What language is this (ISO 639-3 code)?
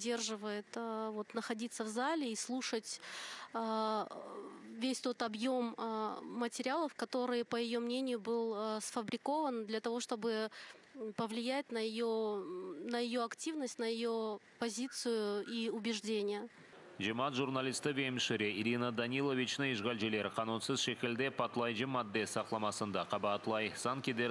crh